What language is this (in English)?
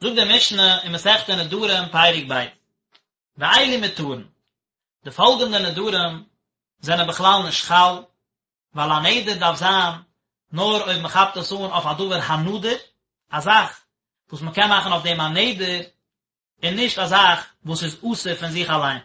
Yiddish